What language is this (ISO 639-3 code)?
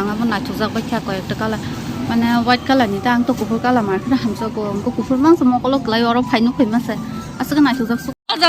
trp